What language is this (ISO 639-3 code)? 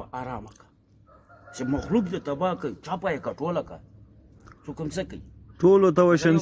pus